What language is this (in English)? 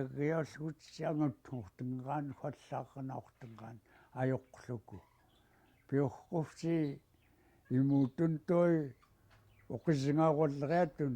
Central Yupik